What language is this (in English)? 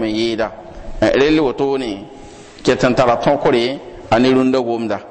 Mossi